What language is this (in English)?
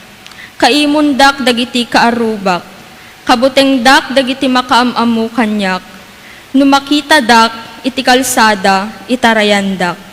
Iloko